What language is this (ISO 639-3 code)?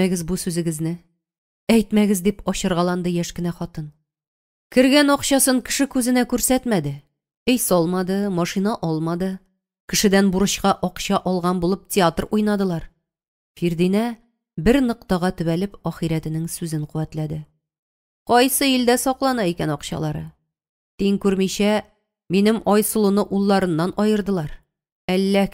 tat